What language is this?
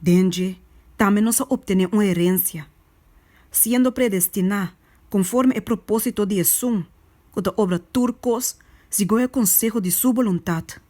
Papiamento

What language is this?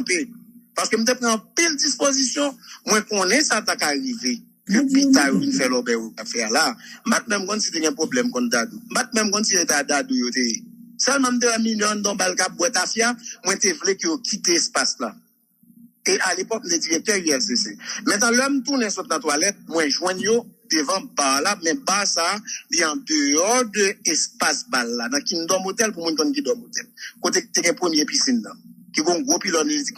Haitian Creole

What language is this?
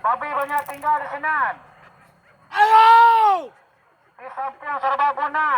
Minangkabau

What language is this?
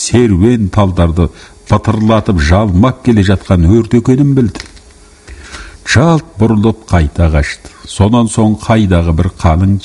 Kazakh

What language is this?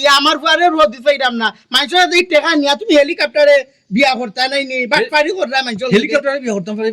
Sylheti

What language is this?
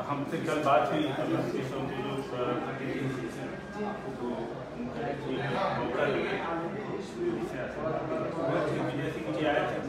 Hindi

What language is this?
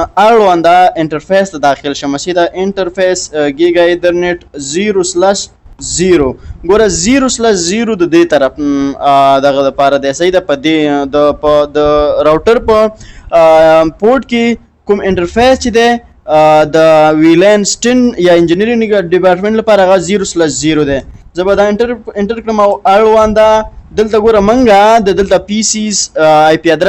Pashto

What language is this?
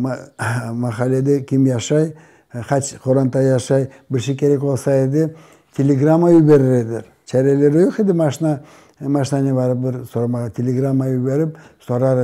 Crimean Tatar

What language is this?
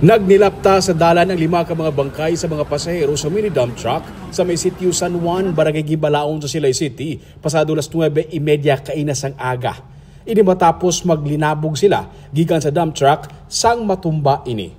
Hiligaynon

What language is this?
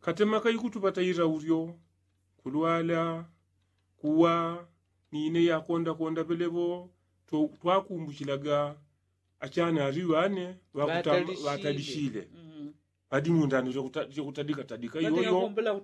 Yao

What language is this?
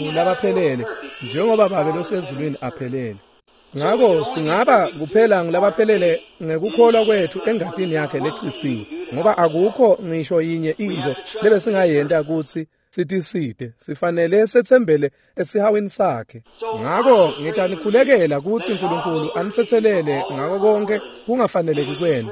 Swati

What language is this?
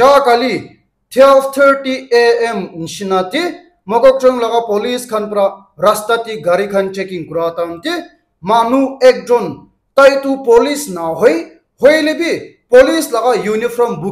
Naga Pidgin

